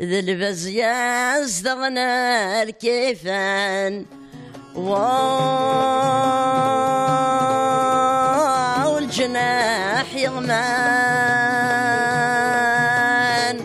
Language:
Kabyle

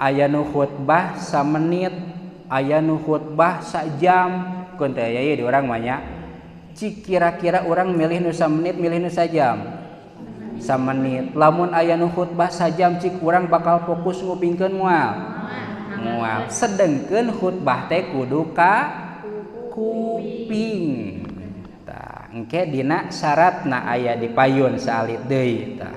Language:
Sundanese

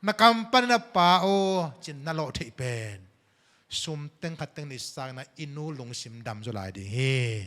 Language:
Tedim Chin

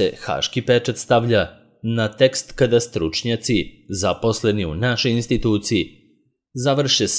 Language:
Serbian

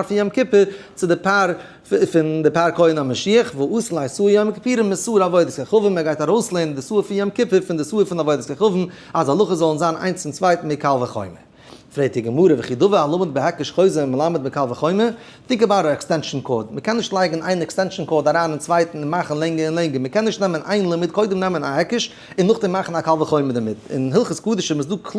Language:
Yiddish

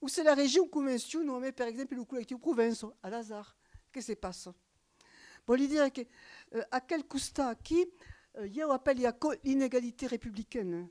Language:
Occitan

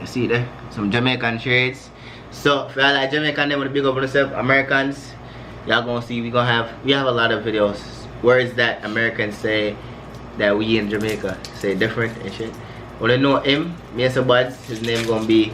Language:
Jamaican Creole English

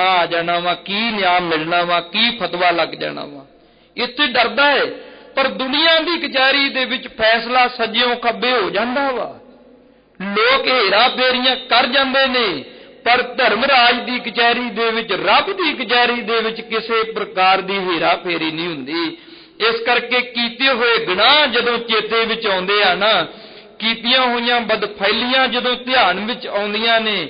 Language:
Punjabi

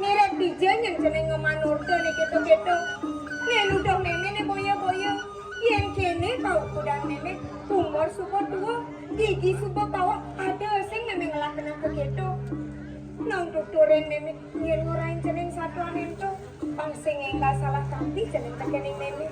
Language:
Balinese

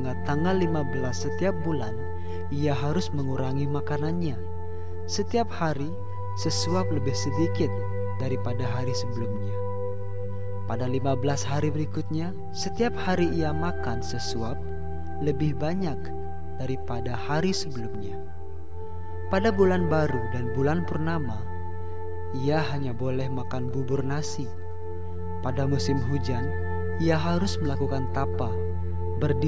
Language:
Indonesian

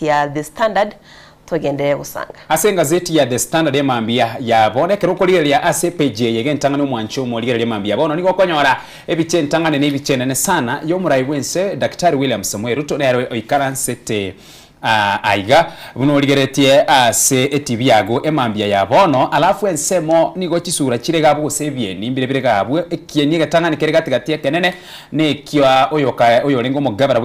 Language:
Gusii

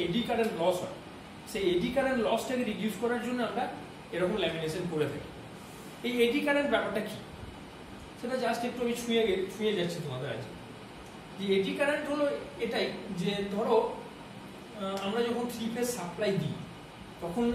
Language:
Bangla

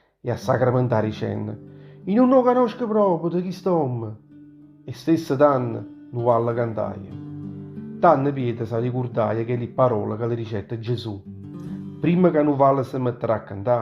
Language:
Neapolitan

